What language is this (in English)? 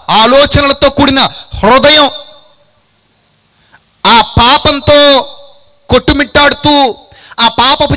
Telugu